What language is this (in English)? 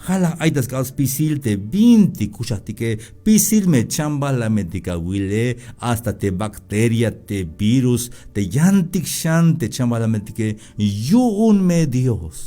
Tzeltal